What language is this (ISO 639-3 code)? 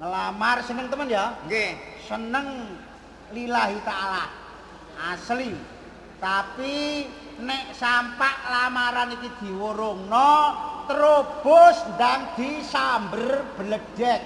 jav